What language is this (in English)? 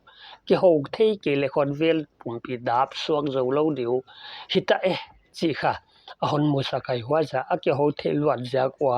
Paite Chin